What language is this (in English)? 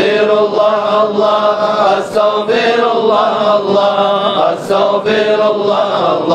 Kumyk